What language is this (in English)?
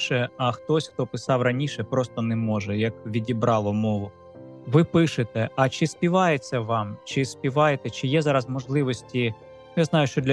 Ukrainian